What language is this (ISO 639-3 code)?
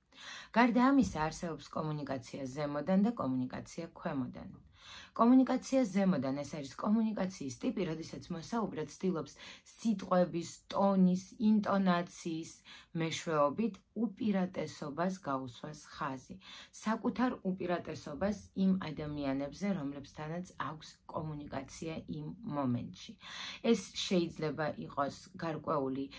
kat